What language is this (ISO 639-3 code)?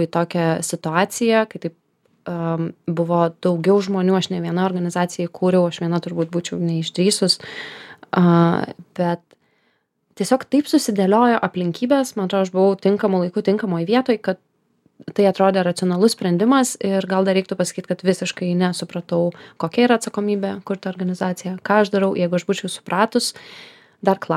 lit